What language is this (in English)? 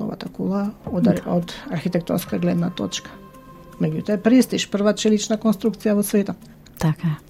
Macedonian